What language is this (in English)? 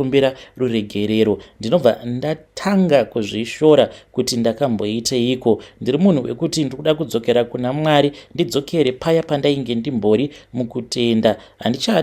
Shona